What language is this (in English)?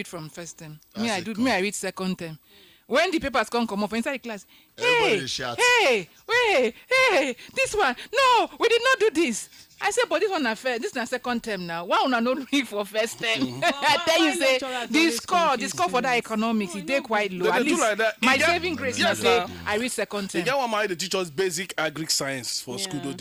Nigerian Pidgin